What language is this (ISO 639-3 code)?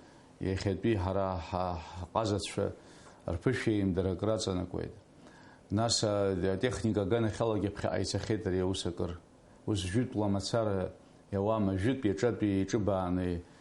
abk